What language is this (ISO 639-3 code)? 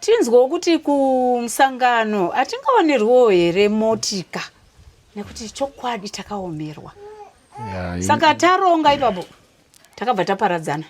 sna